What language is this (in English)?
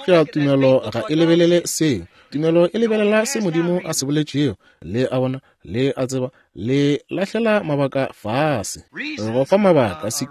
Northern Sotho